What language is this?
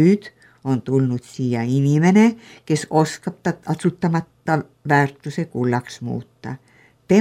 Estonian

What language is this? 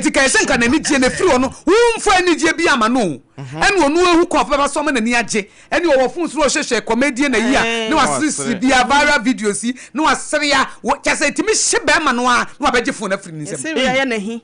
Akan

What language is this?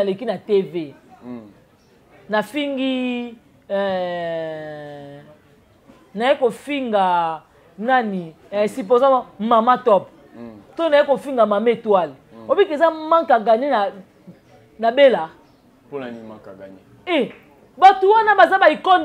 Lingala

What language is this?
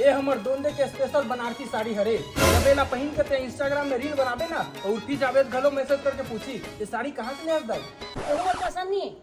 Chhattisgarhi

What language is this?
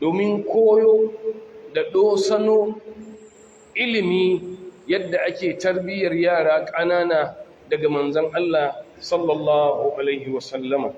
Hausa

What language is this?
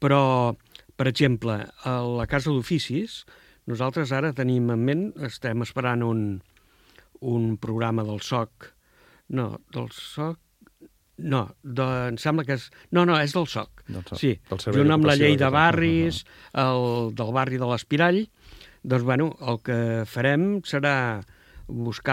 Catalan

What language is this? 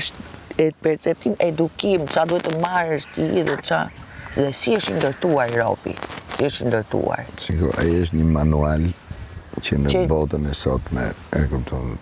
Albanian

